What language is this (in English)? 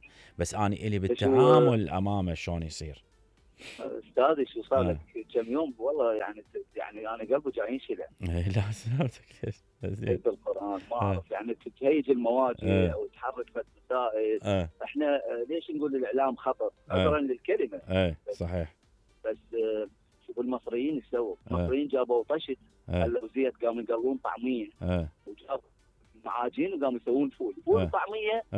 Mesopotamian Arabic